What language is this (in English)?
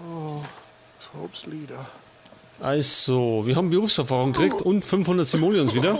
Bavarian